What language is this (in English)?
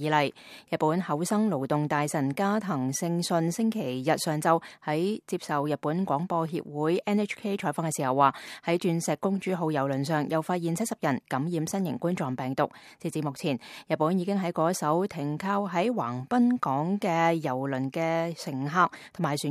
Cantonese